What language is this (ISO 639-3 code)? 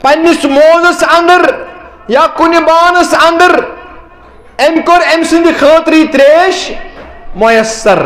kas